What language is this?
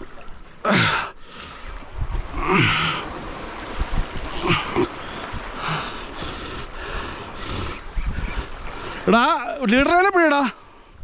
Malayalam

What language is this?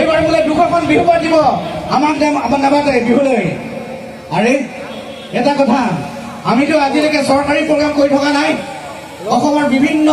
Assamese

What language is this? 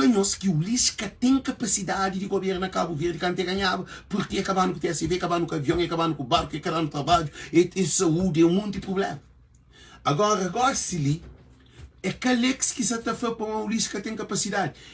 Kabuverdianu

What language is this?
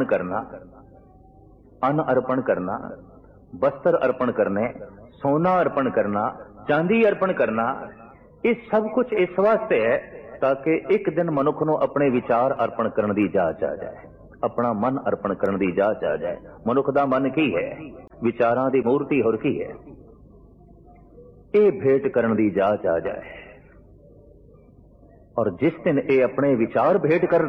Punjabi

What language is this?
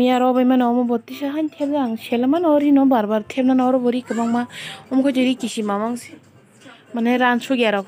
Kok Borok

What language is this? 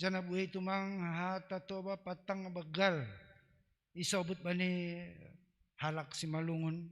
Batak Simalungun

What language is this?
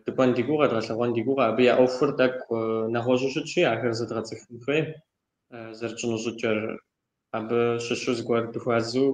Kabardian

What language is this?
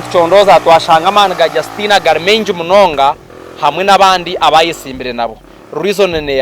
Nyankole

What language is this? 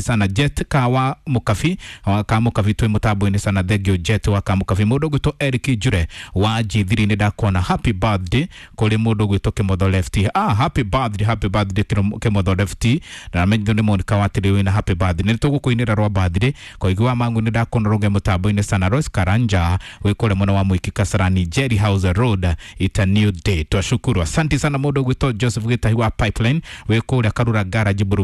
Kikuyu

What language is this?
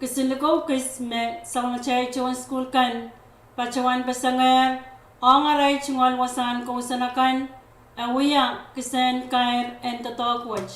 Pohnpeian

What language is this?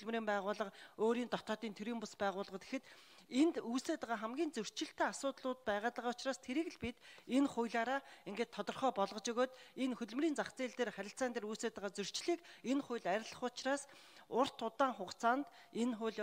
Mongolian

